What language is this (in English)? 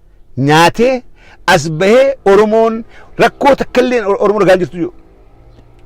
Oromo